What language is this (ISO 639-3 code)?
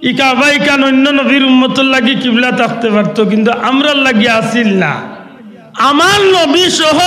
syl